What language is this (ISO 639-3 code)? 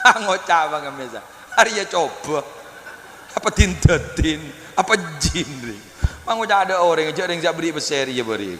mad